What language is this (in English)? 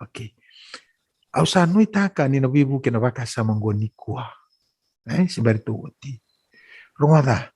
Fijian